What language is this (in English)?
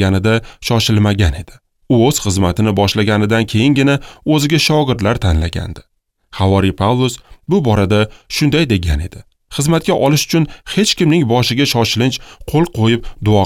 Uzbek